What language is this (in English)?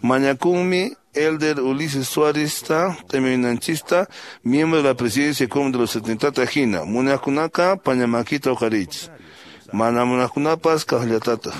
Quechua